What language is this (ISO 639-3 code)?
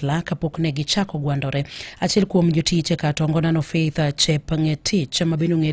luo